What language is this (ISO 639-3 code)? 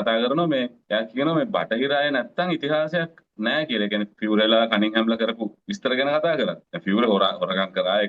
sin